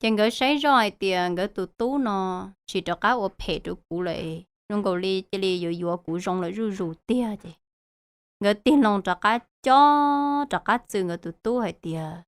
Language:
Hmong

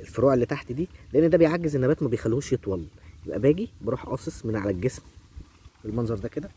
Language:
Egyptian Arabic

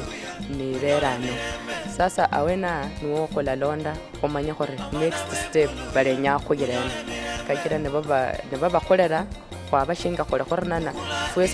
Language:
Luyia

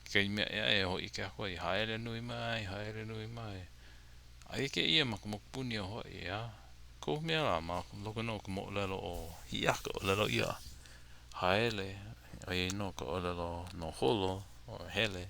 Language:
Hawaiian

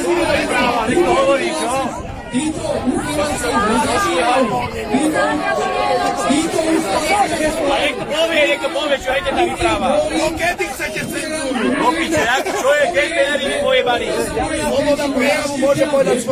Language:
Slovak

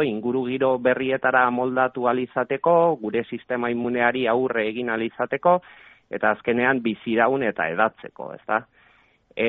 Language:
Basque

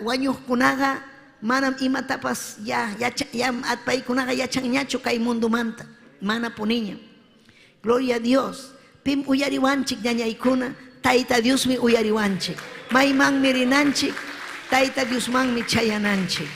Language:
Ayacucho Quechua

